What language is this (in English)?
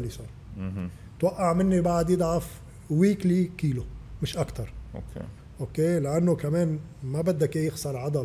North Levantine Arabic